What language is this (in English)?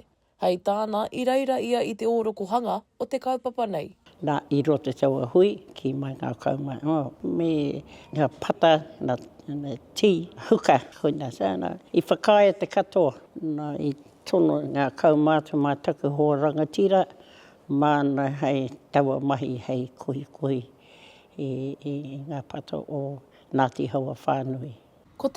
Māori